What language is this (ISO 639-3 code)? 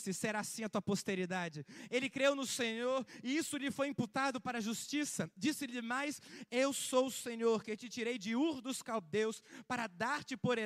por